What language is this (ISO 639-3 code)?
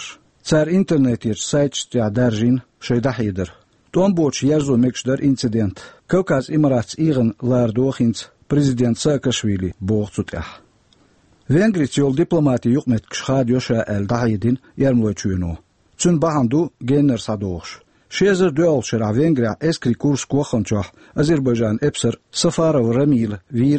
che